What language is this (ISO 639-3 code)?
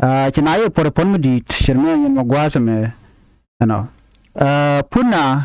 nus